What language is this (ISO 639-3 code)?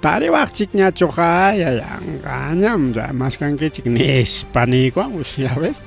quy